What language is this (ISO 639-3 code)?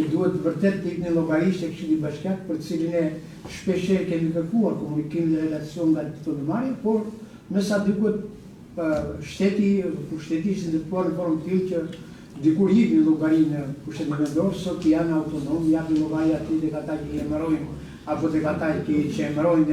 sqi